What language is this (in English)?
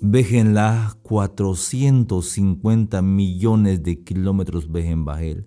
Tzeltal